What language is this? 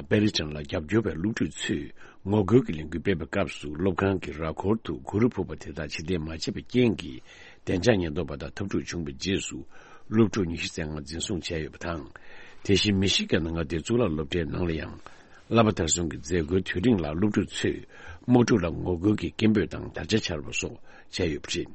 Tibetan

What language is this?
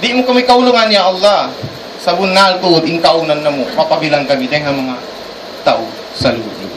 Tausug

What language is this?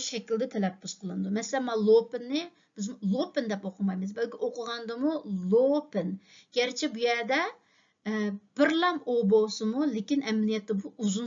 Uyghur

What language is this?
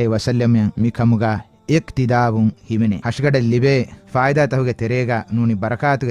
Divehi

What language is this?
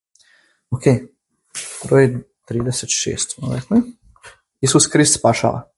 Croatian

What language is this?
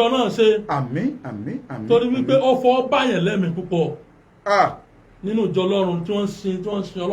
Yoruba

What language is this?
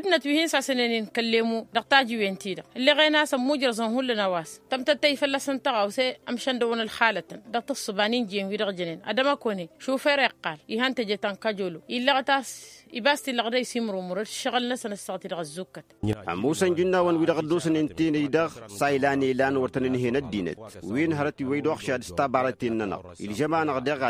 Tamasheq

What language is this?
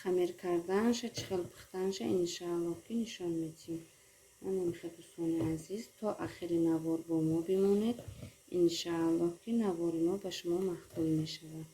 Tajik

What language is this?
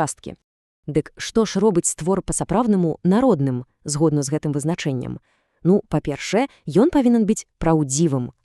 Belarusian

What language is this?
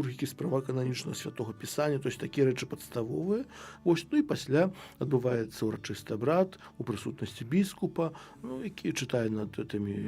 Belarusian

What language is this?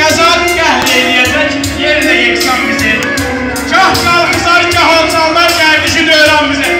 South Azerbaijani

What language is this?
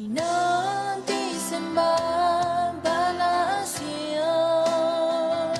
Akha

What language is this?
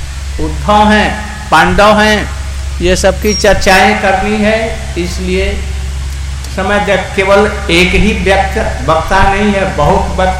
Hindi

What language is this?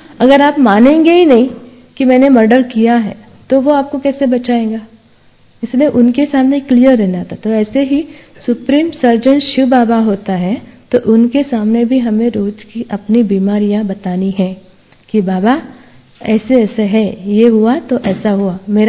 Hindi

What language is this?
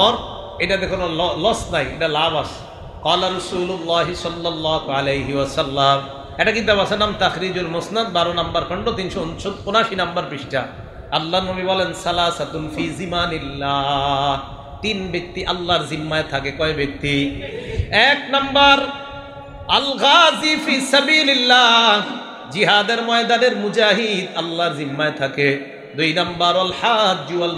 Bangla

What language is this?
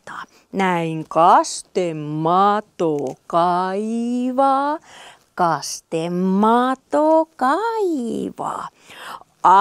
Finnish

